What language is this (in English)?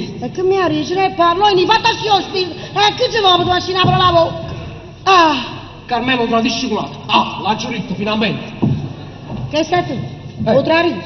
Neapolitan